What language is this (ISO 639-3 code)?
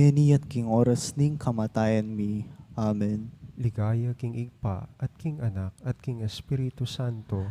pam